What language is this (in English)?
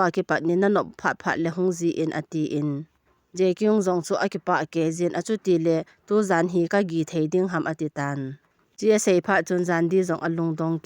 Thado Chin